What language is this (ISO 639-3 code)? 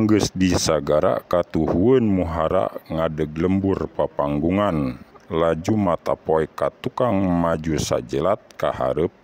sun